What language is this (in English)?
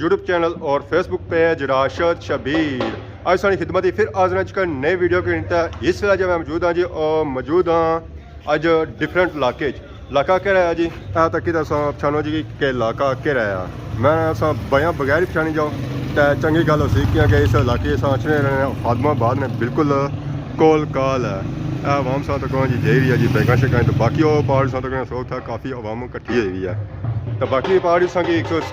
Pahari-Potwari